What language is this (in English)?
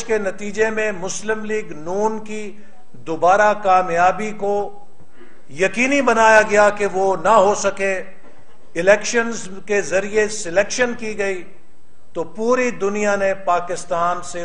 Urdu